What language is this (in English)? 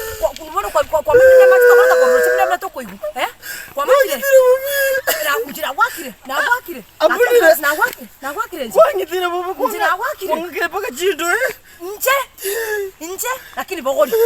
Gusii